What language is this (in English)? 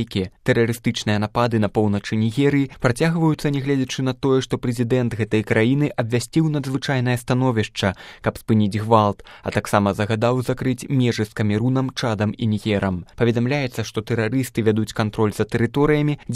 Belarusian